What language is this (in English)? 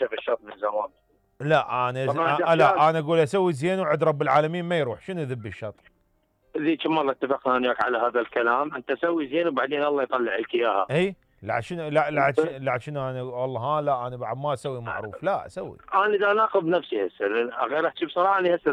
Mesopotamian Arabic